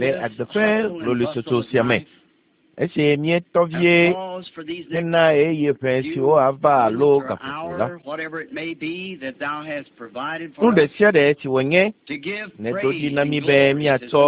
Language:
Ewe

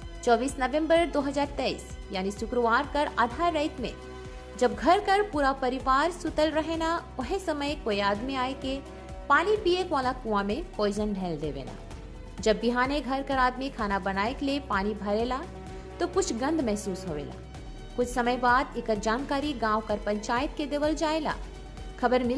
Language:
Sadri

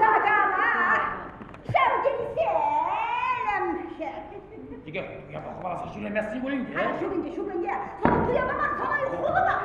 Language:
Chuvash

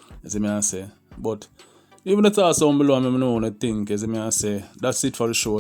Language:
Jamaican Creole English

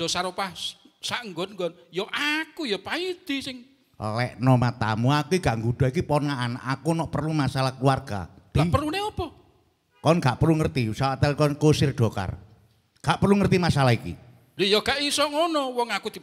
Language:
Javanese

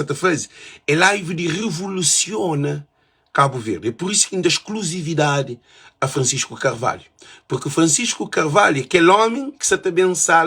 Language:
Kabuverdianu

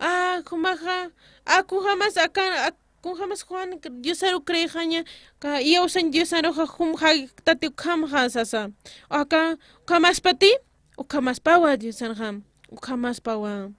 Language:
Aymara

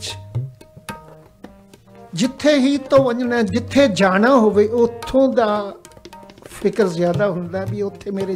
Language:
Punjabi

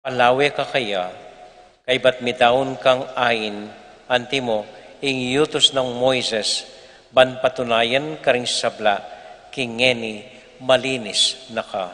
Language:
Pampanga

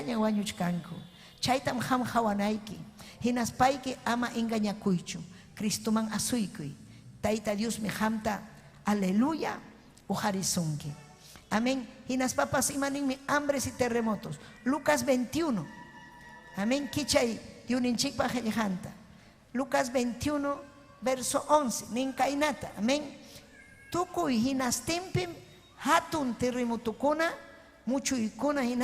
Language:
Ayacucho Quechua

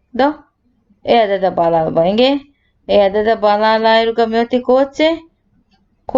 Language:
Divehi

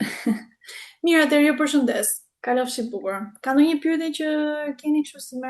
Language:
Albanian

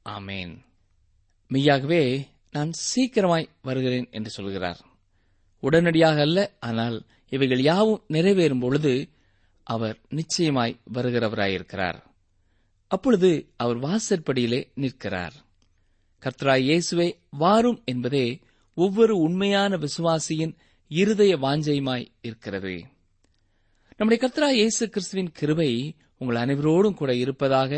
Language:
Tamil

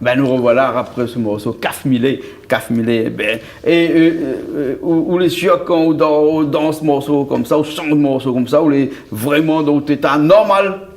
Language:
Réunion Creole French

